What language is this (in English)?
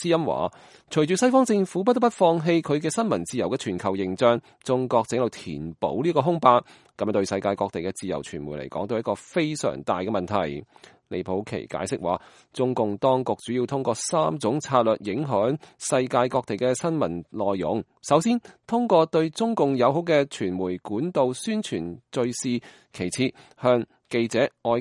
Cantonese